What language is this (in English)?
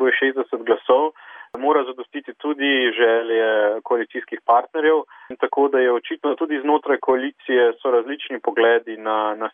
Slovenian